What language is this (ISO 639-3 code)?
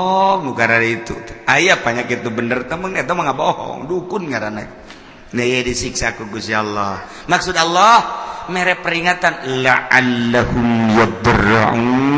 sun